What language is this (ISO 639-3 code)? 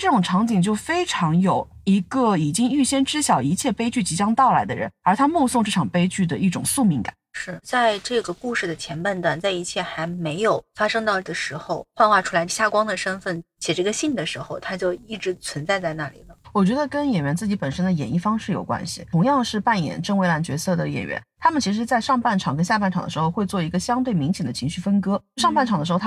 zho